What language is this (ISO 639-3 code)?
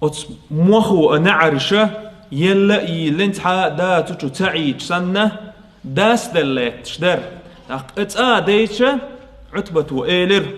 che